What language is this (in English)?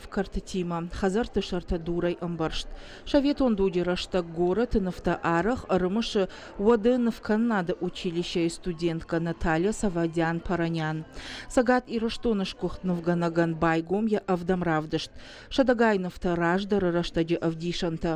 Ossetic